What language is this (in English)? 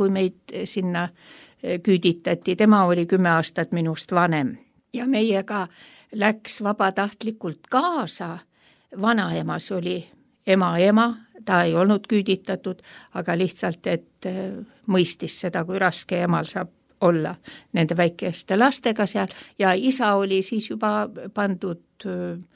Estonian